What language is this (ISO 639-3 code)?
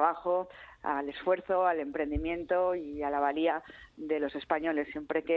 spa